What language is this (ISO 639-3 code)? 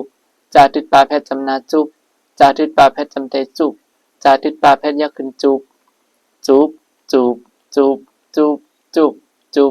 shn